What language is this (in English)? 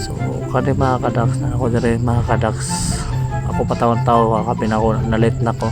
Cebuano